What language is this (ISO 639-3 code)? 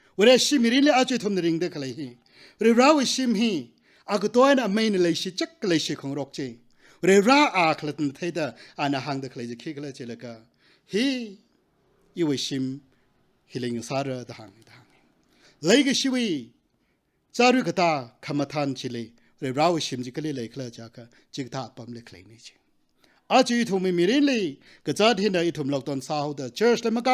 nmf